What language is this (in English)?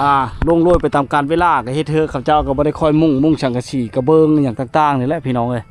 Lao